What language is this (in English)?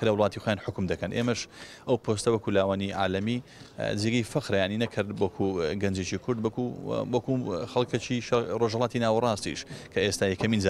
Central Kurdish